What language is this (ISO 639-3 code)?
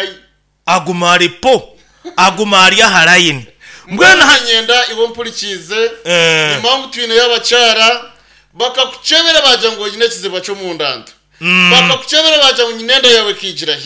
nyn